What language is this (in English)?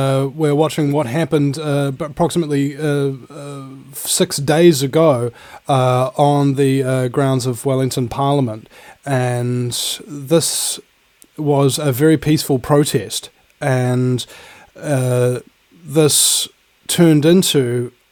English